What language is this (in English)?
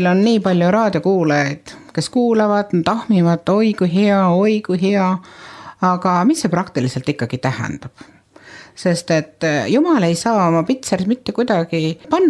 Estonian